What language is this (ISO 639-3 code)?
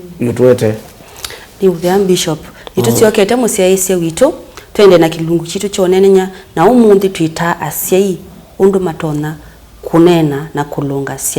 kam